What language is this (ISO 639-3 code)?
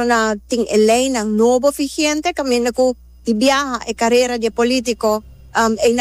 pap